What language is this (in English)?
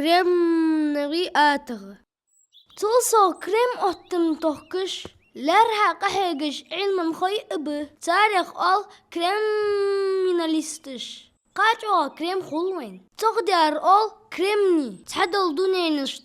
Ingush